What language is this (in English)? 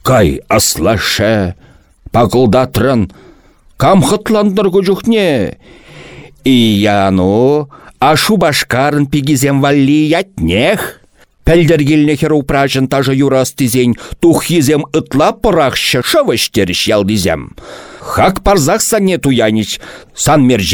Chuvash